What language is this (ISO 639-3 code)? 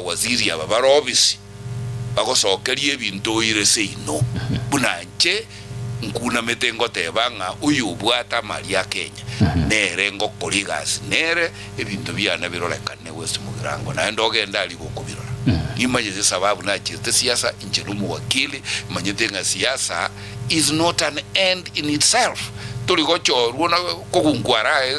guz